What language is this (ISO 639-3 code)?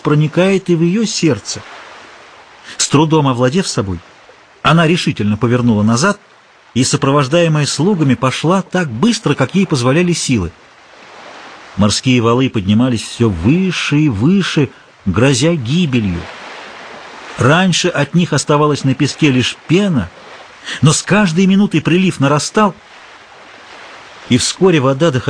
rus